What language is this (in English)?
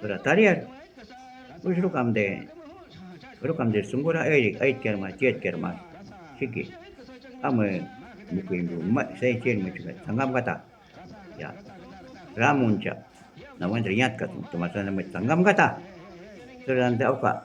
Shuar